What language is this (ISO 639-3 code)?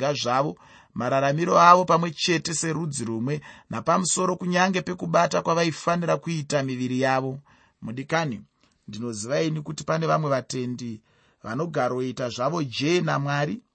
sna